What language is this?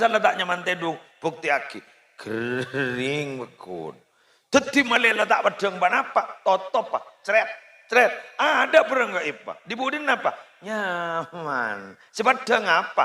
Madurese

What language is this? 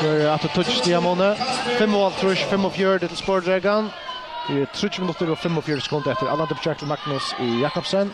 Faroese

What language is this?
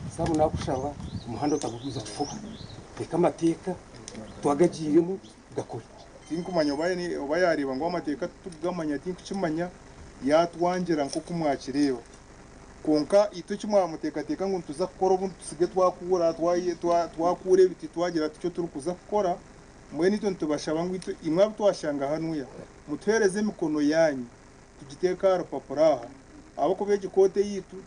Nyankole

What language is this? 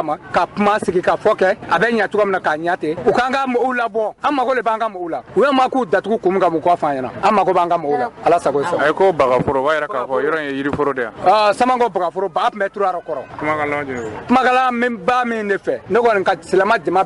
Bambara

